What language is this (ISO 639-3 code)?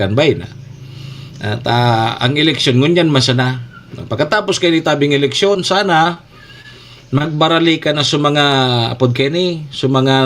bik